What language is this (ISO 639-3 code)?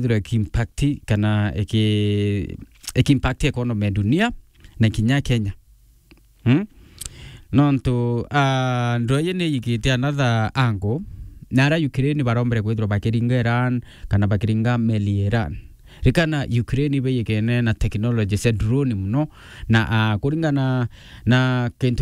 mer